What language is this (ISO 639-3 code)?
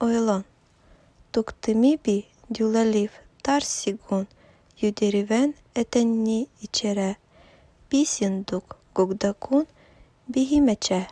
evn